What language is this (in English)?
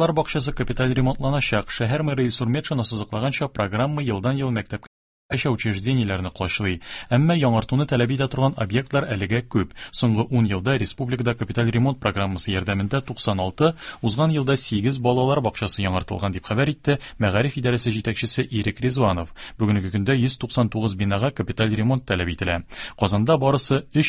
Tatar